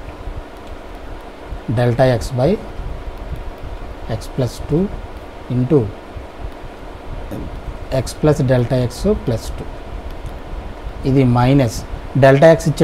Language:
Telugu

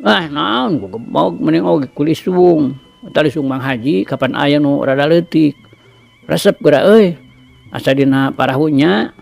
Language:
Sundanese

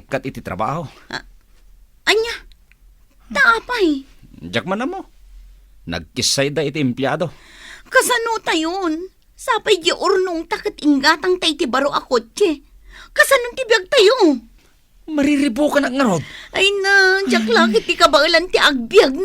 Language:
Iloko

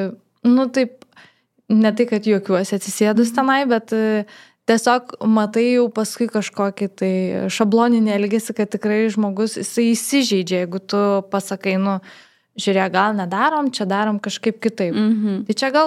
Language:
Lithuanian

